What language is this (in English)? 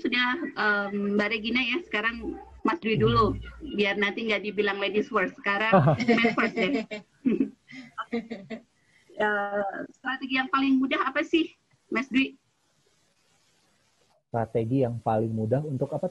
Indonesian